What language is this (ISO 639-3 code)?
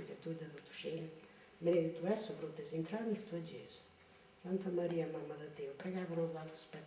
srd